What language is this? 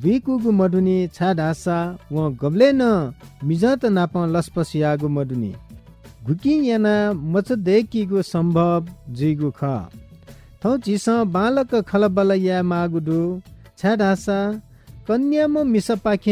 Newari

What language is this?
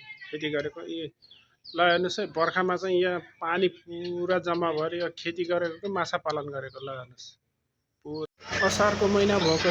Nepali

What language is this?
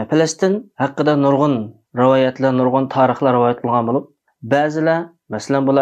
Uyghur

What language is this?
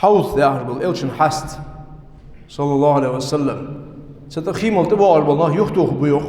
Ingush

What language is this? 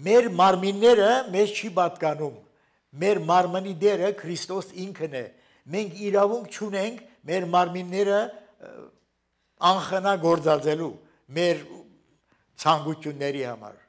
Armenian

